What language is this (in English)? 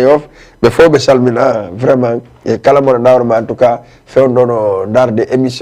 Fula